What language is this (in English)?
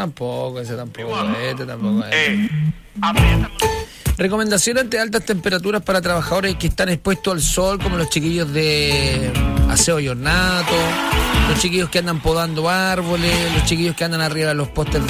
Spanish